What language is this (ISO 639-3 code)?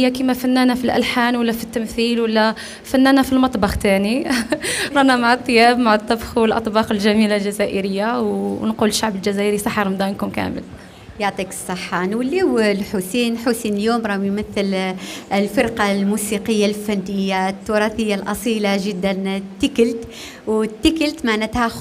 arq